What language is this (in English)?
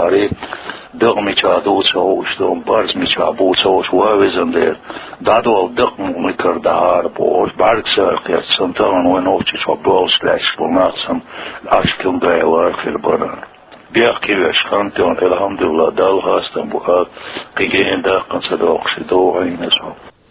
Chechen